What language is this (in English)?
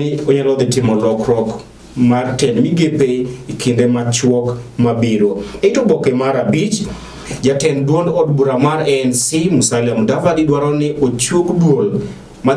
Luo (Kenya and Tanzania)